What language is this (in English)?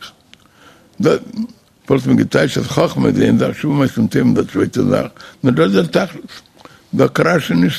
Yiddish